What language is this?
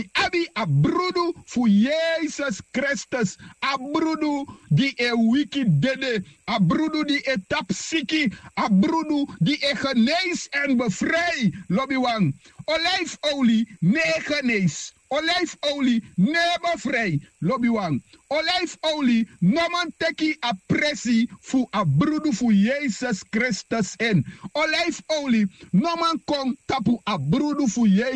Sranan Tongo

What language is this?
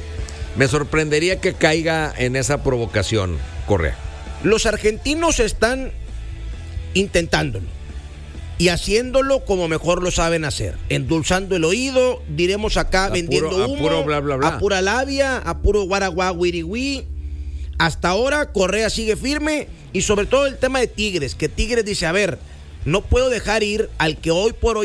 Spanish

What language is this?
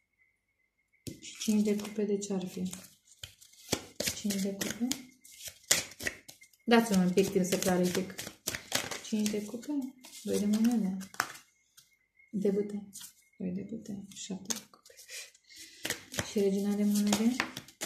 Romanian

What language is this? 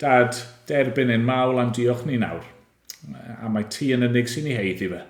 Welsh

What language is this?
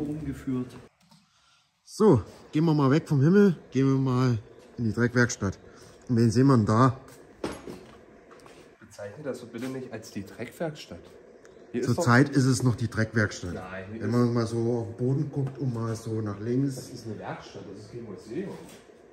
German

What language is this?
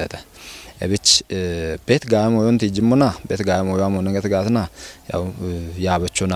Kafa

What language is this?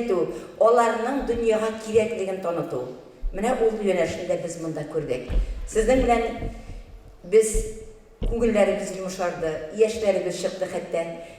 Tatar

